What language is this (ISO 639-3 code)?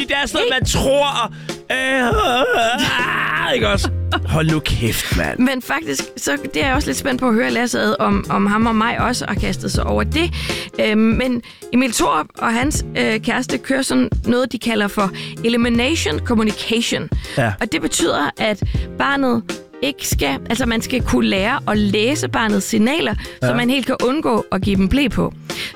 dan